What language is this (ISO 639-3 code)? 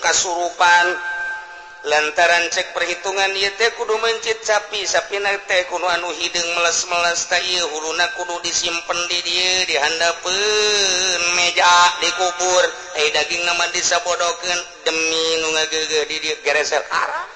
sun